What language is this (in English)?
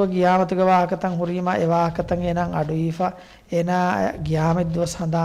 Divehi